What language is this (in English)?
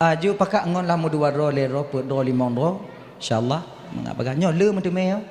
Achinese